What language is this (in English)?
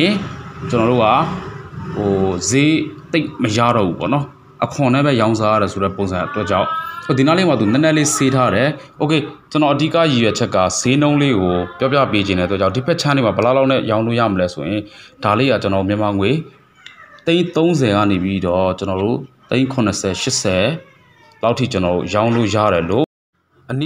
Burmese